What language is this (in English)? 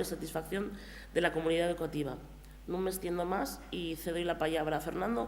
Asturian